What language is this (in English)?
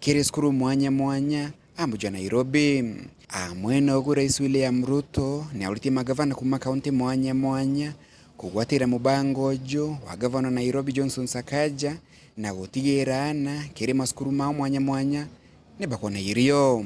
Meru